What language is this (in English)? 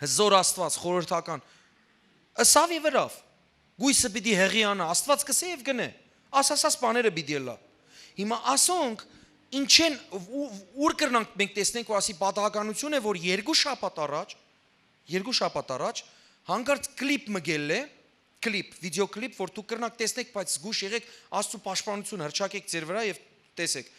Western Armenian